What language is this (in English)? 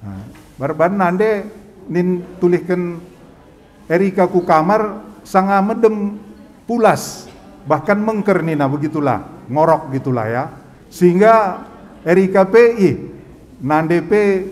Batak Karo